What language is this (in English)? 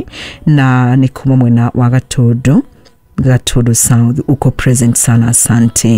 Kikuyu